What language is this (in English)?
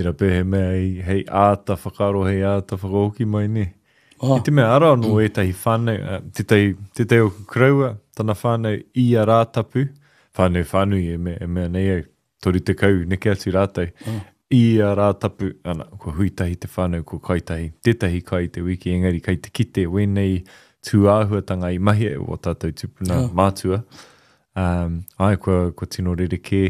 Māori